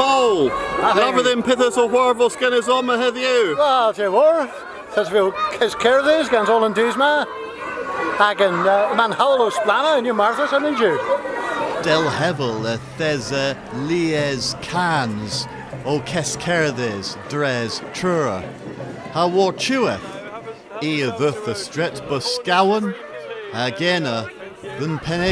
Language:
Cornish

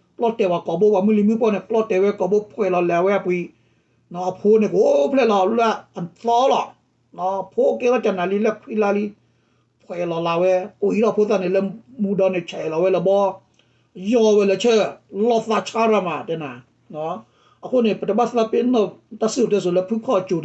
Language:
S'gaw Karen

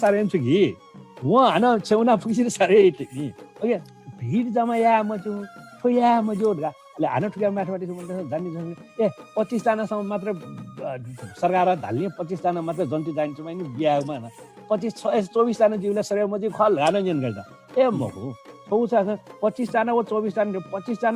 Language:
Newari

